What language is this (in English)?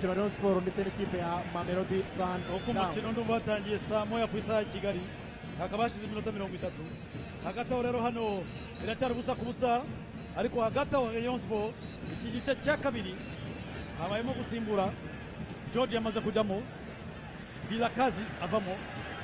Kinyarwanda